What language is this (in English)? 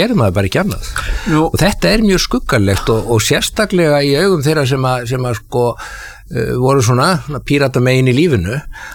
Icelandic